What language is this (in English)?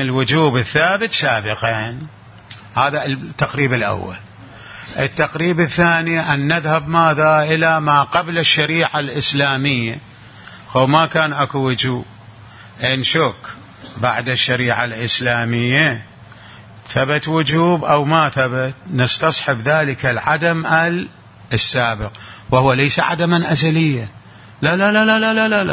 Mesopotamian Arabic